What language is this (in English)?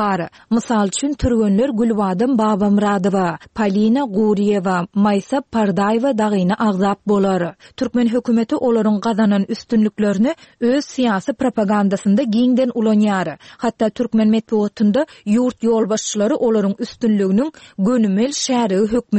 Turkmen